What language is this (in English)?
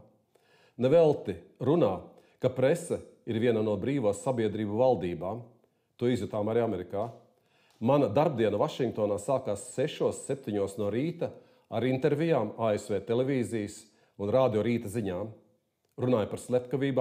Latvian